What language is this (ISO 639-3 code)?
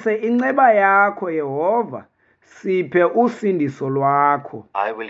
xho